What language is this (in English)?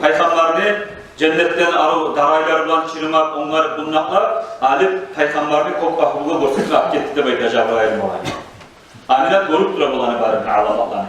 Kumyk